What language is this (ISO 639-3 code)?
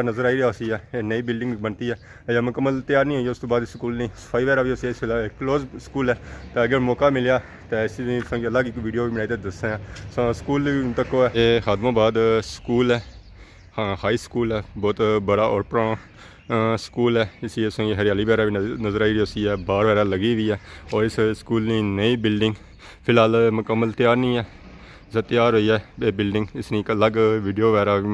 phr